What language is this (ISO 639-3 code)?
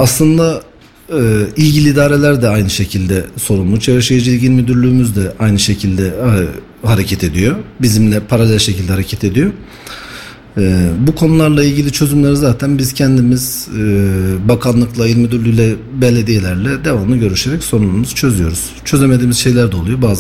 tur